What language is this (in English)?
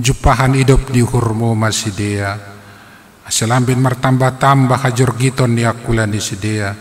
Batak Simalungun